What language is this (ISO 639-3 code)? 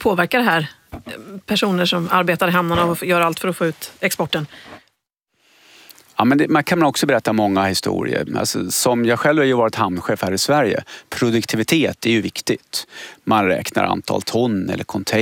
swe